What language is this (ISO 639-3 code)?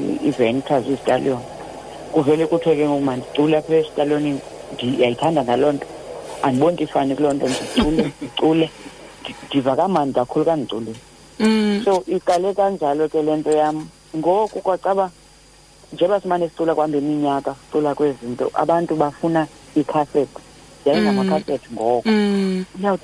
xho